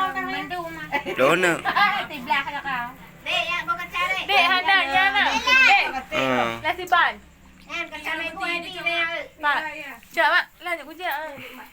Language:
Achinese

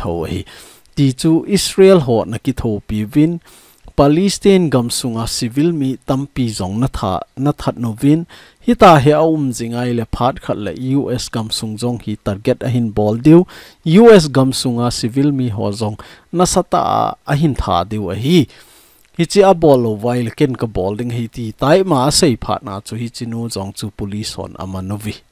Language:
Thado Chin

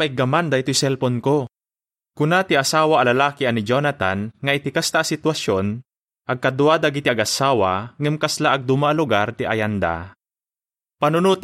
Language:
Iloko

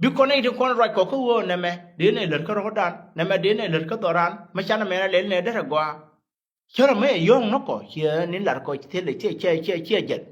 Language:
Nuer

